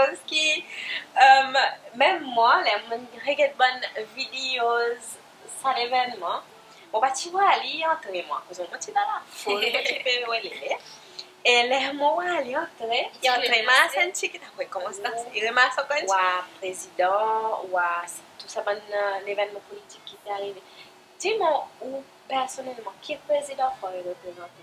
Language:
Seselwa Creole French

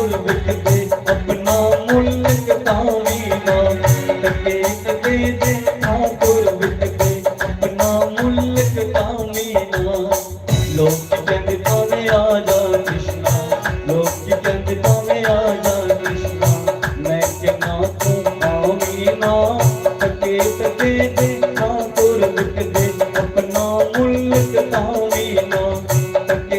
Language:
Dogri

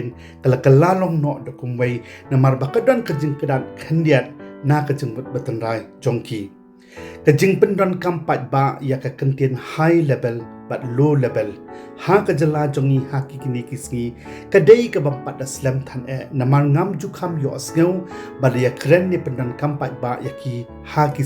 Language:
Khasi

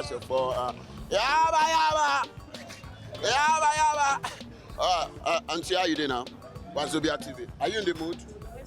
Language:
Nigerian Pidgin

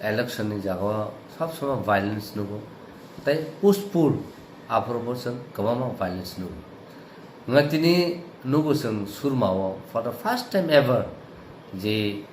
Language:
Kok Borok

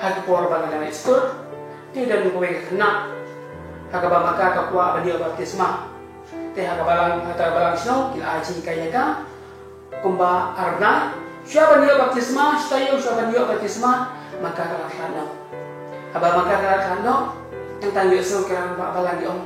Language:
Khasi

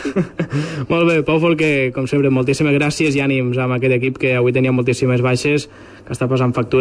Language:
Catalan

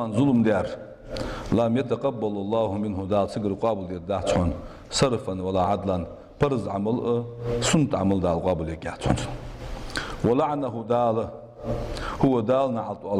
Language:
Ingush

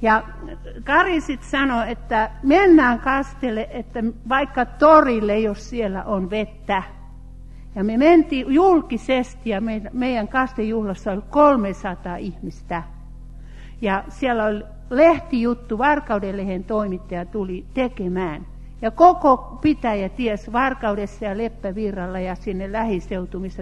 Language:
Finnish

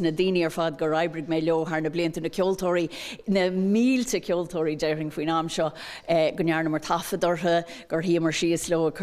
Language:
Irish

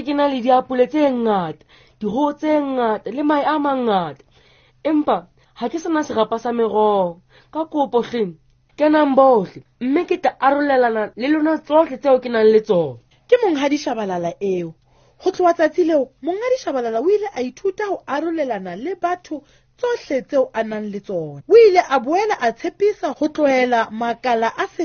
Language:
Southern Sotho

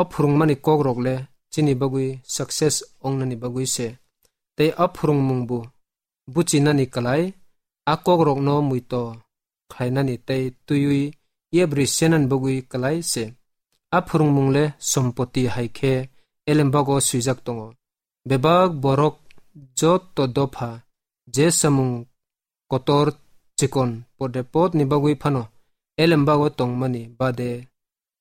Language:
Kok Borok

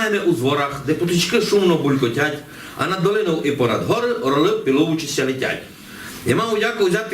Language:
Rusyn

